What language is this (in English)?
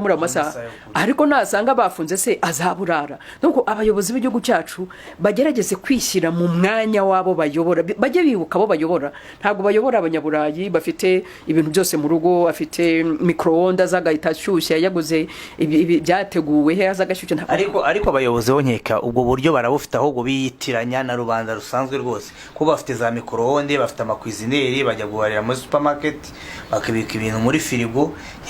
Kinyarwanda